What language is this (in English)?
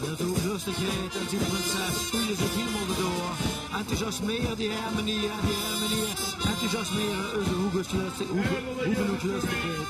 Limburgish